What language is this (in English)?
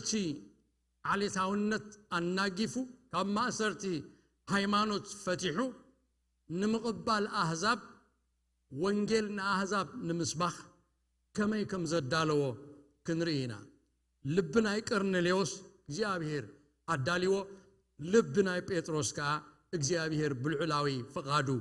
Tigrinya